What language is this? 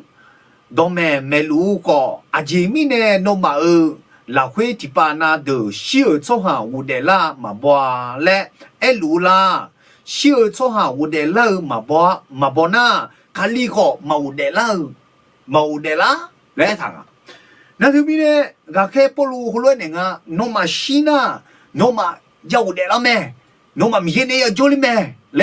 Akha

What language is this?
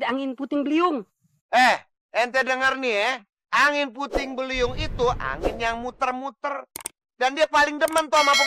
Betawi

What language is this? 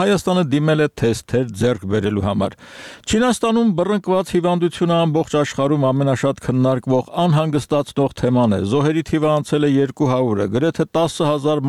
Armenian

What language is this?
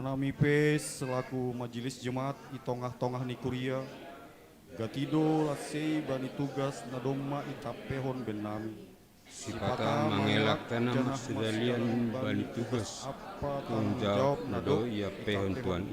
Batak Simalungun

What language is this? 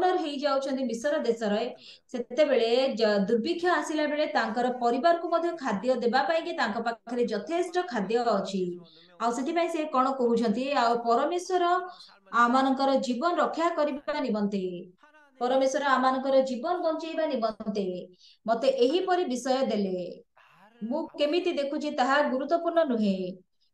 Odia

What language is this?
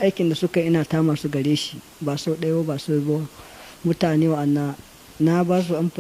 Hausa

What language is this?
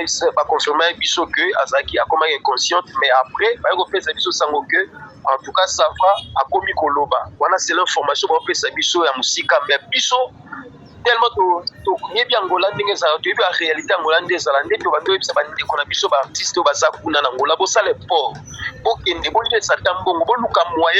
Lingala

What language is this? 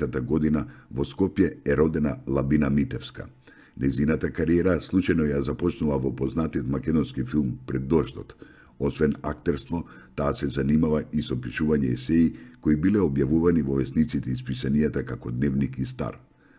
Macedonian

